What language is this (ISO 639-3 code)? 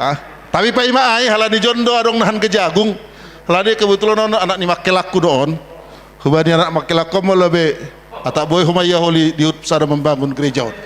bts